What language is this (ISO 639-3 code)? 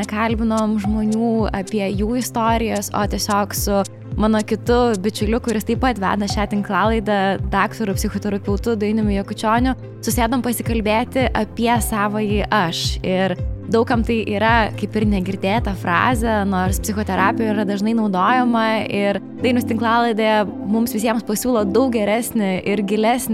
lit